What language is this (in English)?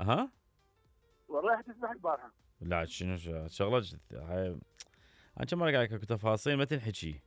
Mesopotamian Arabic